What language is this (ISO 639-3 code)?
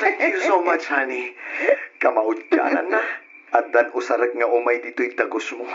ilo